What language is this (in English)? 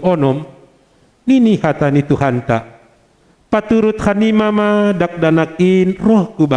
Batak Simalungun